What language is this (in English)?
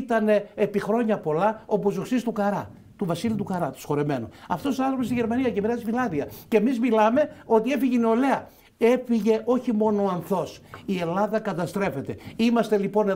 Greek